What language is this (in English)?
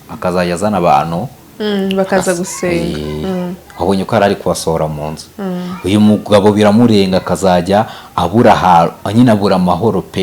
Kinyarwanda